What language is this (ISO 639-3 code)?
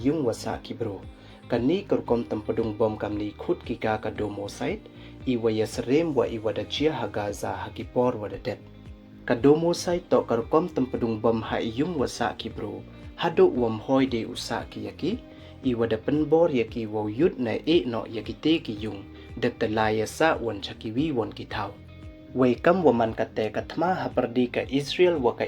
pbv